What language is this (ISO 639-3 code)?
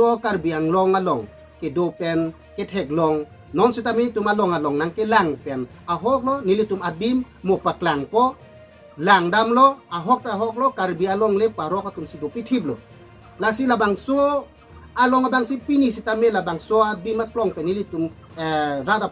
mjw